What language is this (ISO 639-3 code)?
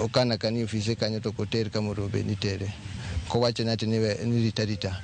luo